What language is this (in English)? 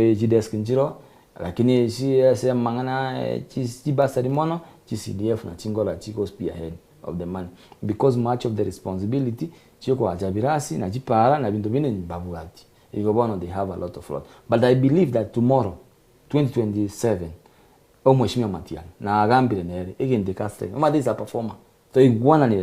Gusii